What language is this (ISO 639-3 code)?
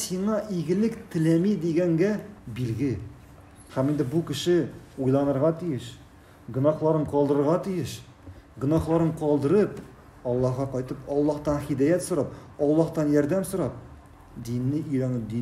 tat